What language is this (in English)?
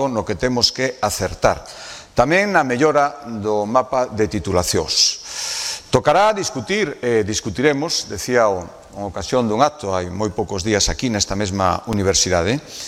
Galician